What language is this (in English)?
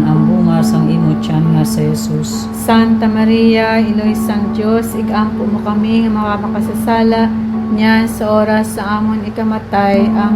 Hiligaynon